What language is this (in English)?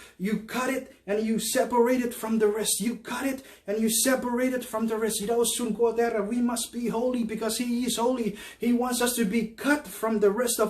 Chuukese